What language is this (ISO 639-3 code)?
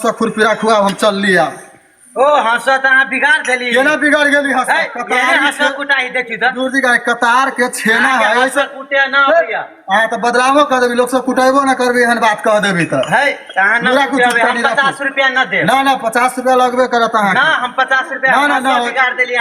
mai